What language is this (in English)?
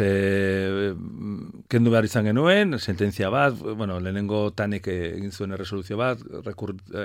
Basque